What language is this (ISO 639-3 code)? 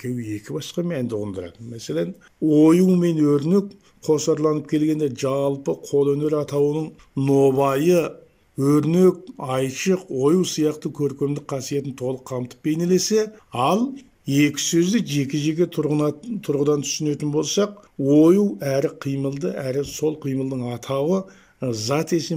kaz